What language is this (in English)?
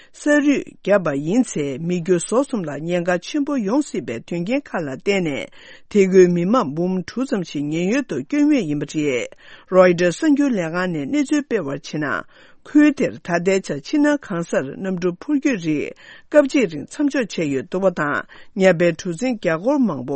Tibetan